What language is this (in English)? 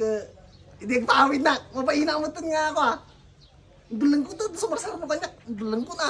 Iloko